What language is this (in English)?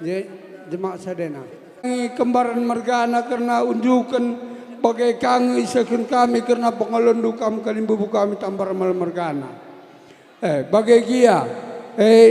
Batak Karo